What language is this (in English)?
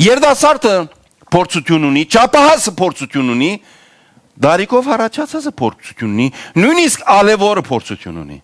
Western Armenian